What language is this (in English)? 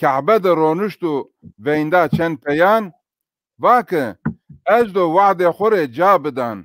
Zaza